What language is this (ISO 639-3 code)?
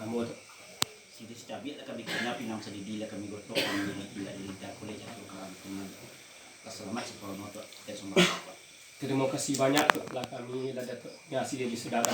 min